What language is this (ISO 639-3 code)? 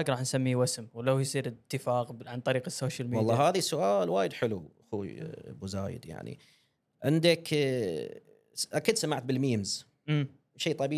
afb